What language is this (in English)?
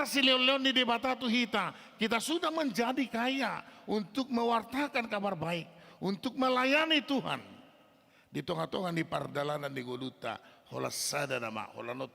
Batak Toba